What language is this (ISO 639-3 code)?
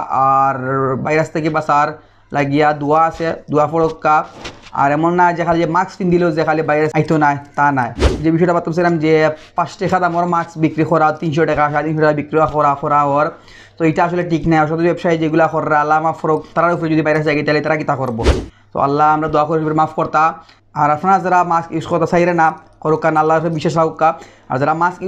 syl